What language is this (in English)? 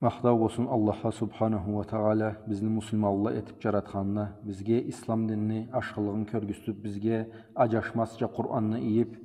Karachay-Balkar